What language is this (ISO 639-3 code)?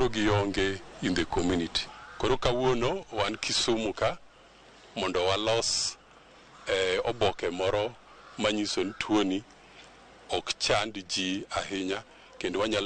luo